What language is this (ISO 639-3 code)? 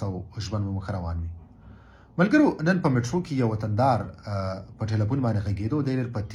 pus